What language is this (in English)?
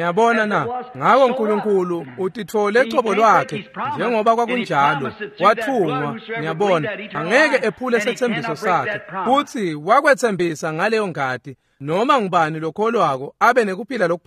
Swati